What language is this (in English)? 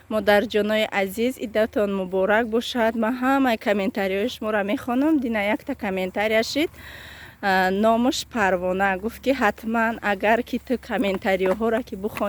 Tajik